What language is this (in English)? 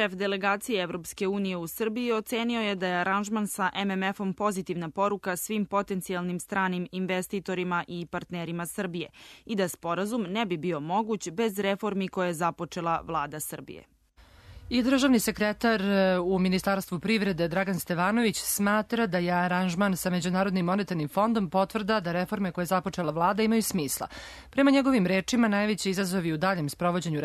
Serbian